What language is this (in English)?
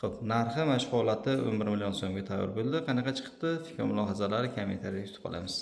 Uzbek